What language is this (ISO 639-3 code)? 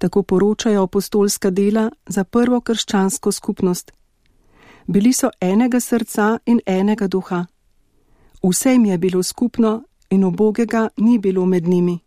slv